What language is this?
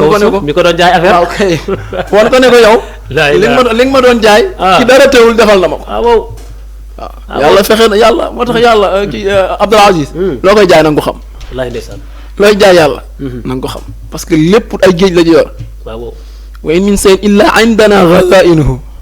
Wolof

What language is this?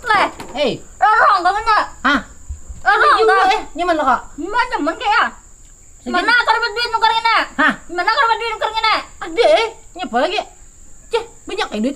Banjar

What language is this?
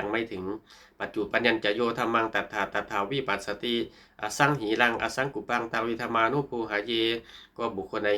Pali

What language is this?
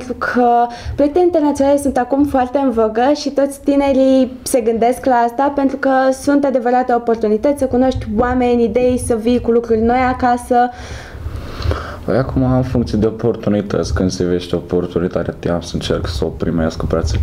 Romanian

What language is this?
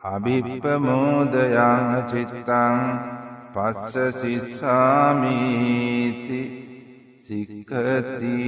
Pali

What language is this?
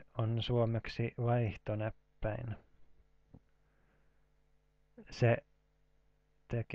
Finnish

